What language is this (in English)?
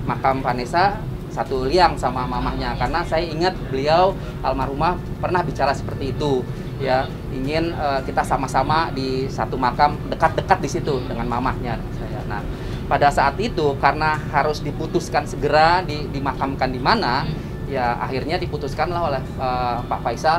Indonesian